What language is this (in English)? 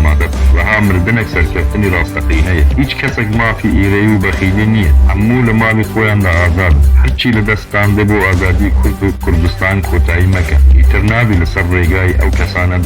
Kurdish